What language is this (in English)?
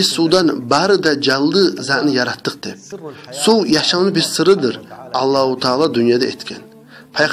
Kumyk